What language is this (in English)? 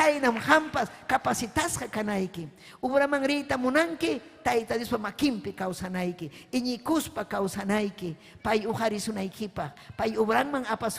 Ayacucho Quechua